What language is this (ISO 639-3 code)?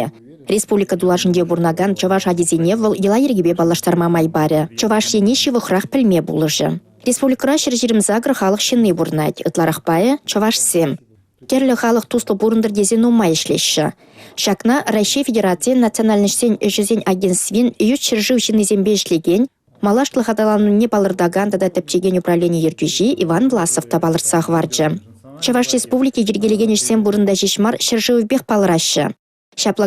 chv